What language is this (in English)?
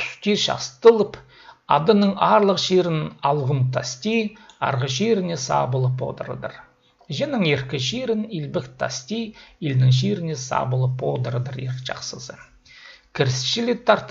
Khakas